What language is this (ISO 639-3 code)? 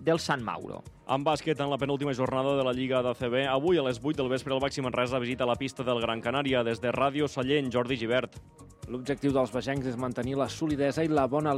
cat